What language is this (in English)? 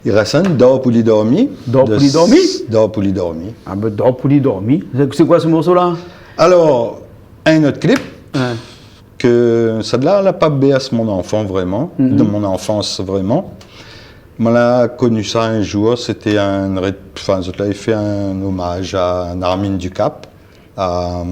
Réunion Creole French